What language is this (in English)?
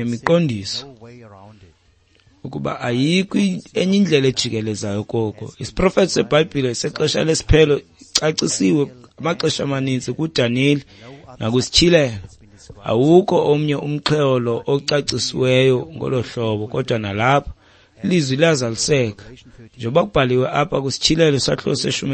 Xhosa